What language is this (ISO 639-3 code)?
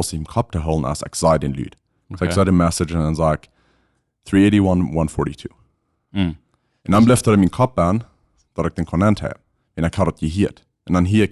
pdt